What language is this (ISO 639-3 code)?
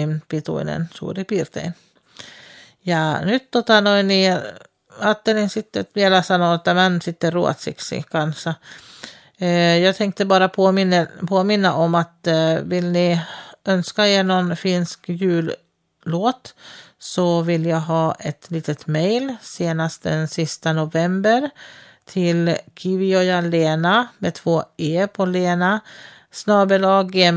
fin